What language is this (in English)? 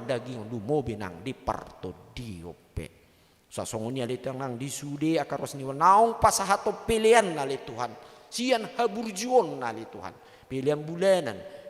Batak Toba